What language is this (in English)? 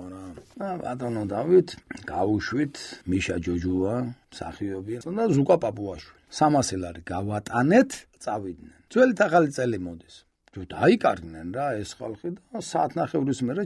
Georgian